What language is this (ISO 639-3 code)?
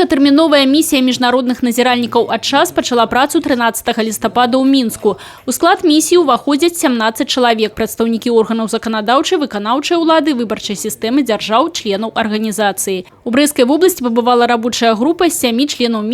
bel